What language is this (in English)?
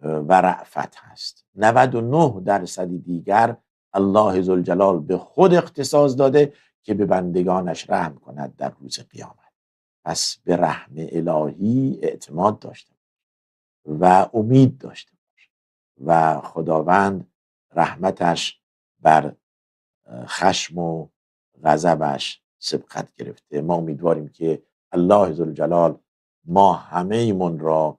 Persian